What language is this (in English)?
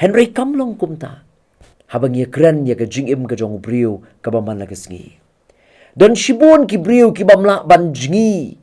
Khasi